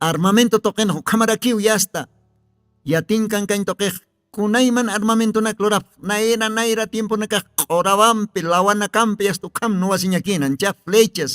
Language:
Aymara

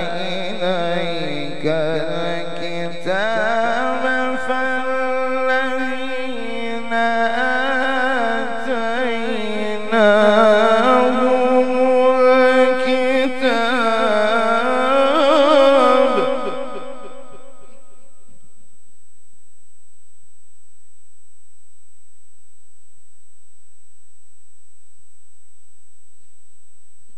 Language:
Arabic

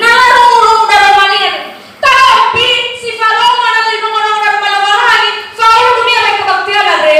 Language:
Nias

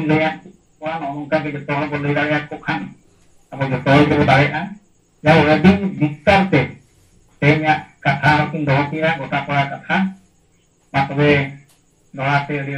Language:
Santali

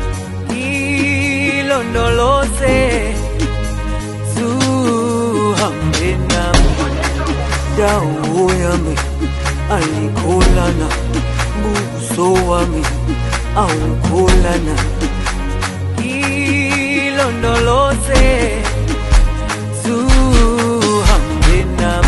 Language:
Zulu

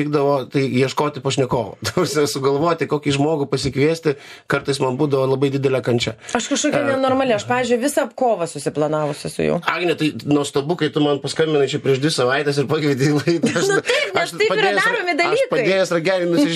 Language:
Lithuanian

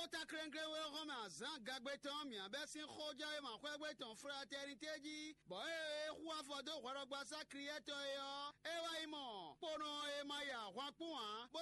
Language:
Fon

